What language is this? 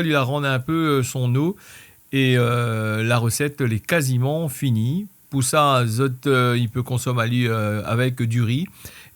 Réunion Creole French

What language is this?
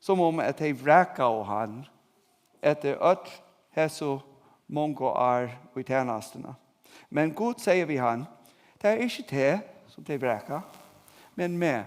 Faroese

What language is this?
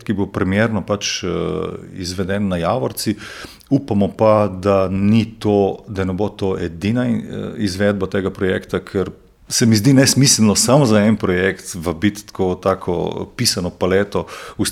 Slovenian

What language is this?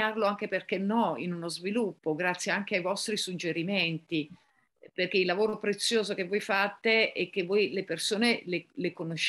Italian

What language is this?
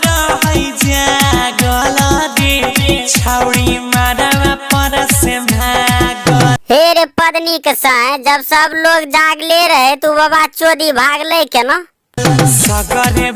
Maithili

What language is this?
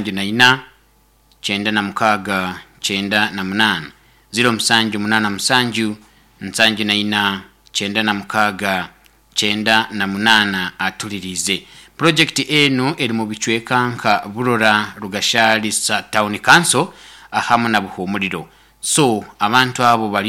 Nyoro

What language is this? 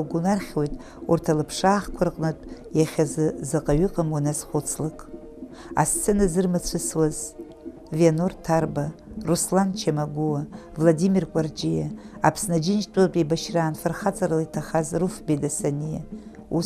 Abkhazian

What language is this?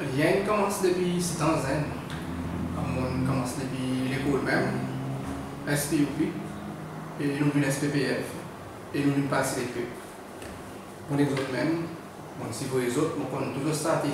Seselwa Creole French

